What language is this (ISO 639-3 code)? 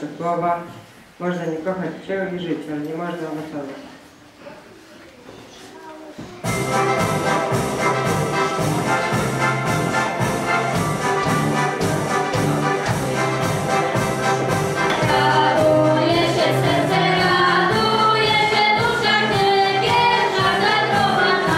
pol